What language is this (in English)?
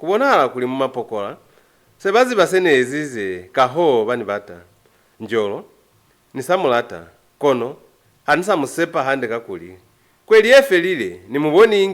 Lozi